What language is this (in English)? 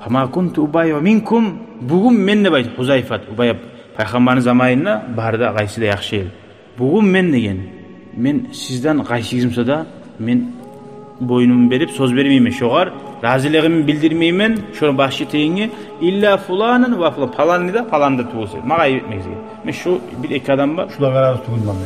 Kumyk